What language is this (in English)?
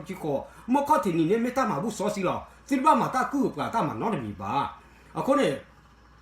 S'gaw Karen